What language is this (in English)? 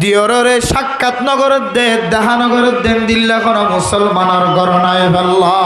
Rohingya